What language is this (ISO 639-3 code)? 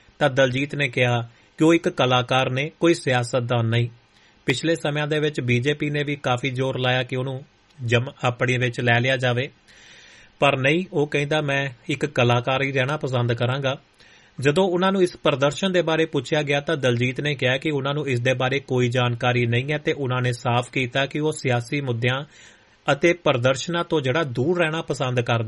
pan